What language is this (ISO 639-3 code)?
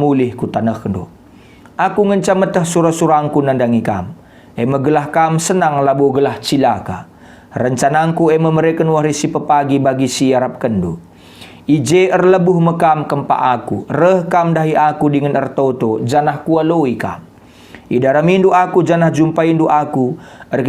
btx